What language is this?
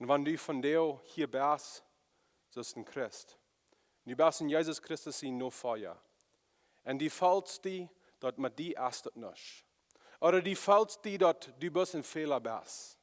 Plautdietsch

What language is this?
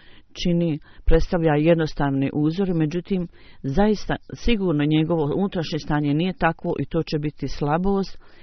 Bosnian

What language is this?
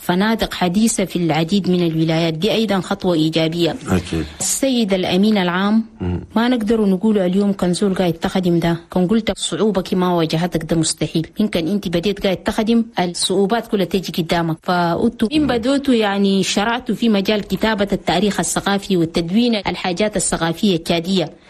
Chadian Arabic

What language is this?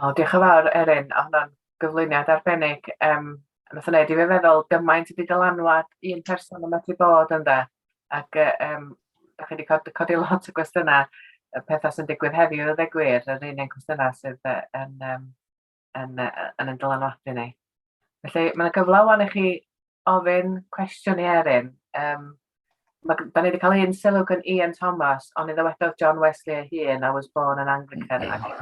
Welsh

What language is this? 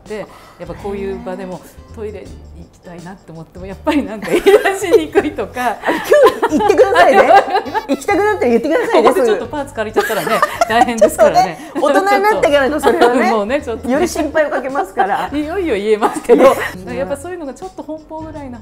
Japanese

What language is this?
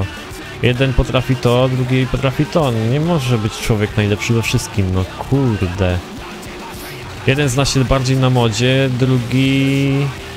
Polish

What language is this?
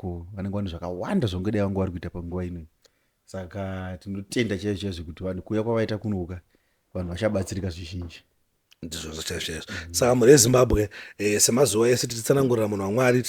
Shona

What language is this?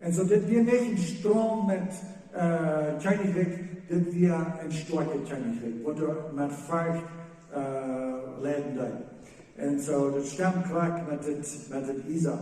Plautdietsch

